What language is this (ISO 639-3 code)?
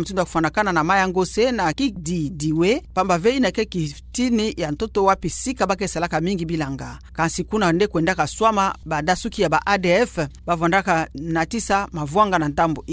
ktu